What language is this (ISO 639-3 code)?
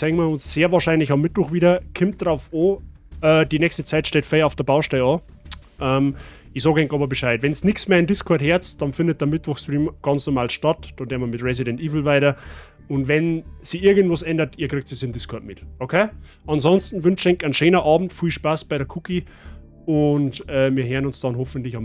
bar